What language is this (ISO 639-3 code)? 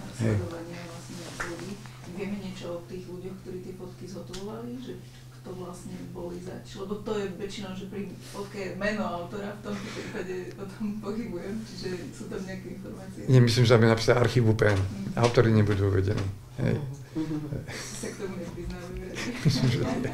slk